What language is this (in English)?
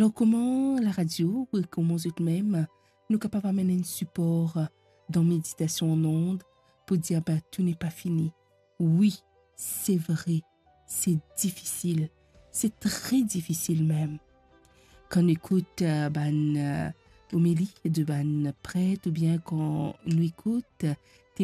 Morisyen